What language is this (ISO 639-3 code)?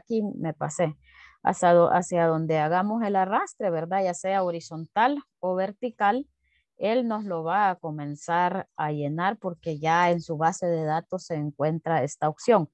spa